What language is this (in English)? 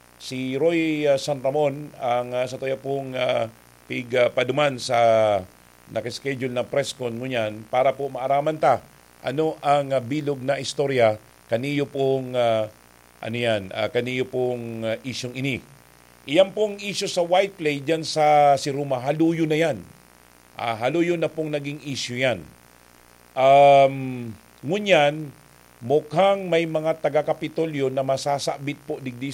Bikol